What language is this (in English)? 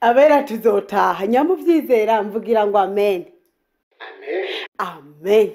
Rundi